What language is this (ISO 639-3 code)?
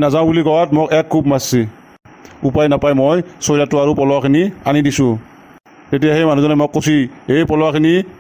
asm